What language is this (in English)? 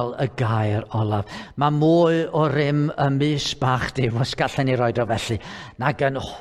Welsh